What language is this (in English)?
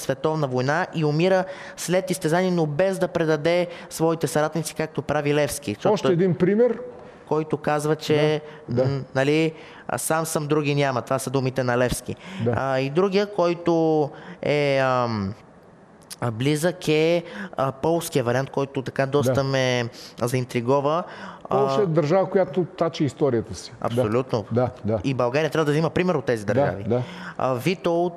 Bulgarian